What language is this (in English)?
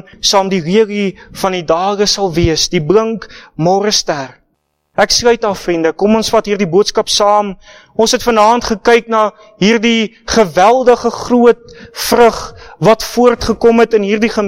Afrikaans